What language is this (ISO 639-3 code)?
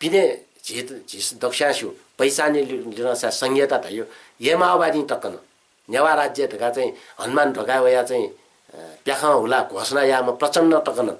new